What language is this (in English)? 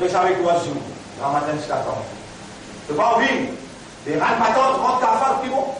Morisyen